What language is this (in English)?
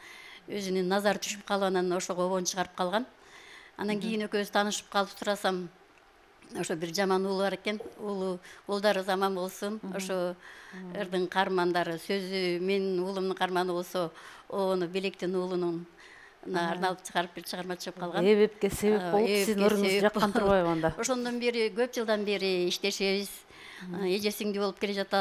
Kyrgyz